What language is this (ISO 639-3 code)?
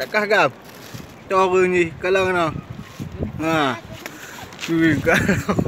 ace